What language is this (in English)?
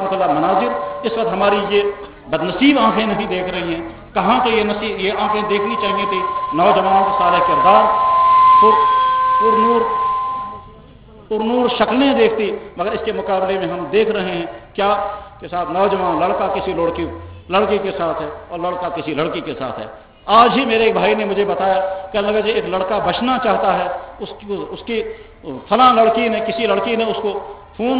Urdu